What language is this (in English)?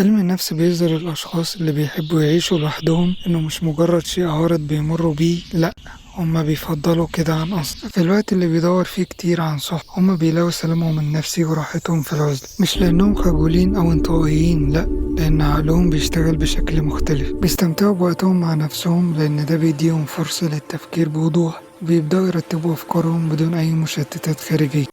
Egyptian Arabic